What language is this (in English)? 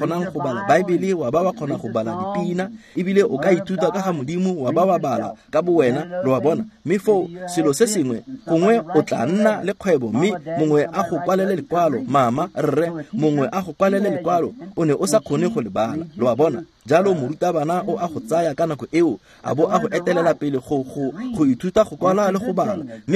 Tswana